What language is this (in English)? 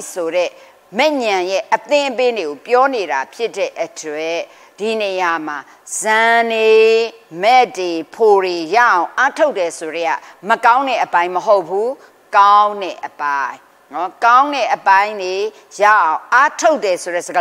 Burmese